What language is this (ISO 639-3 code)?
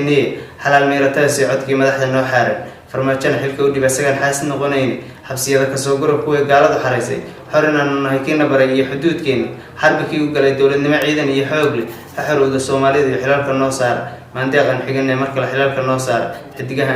som